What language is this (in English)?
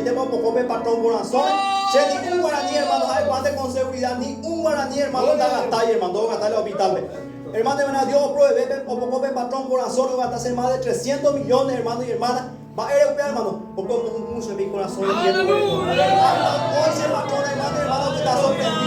Guarani